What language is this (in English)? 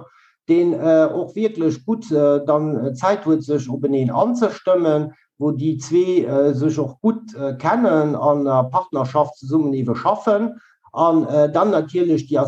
Luxembourgish